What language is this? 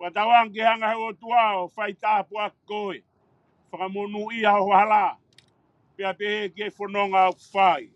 Tongan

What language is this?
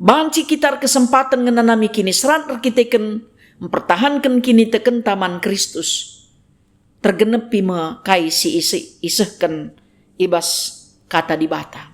Batak Karo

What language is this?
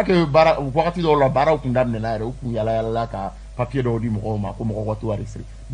Bambara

